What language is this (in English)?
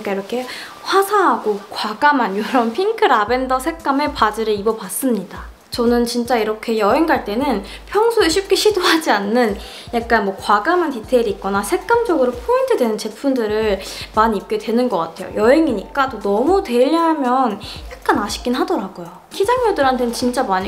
Korean